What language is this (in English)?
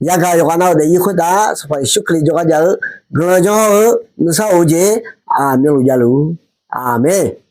Akha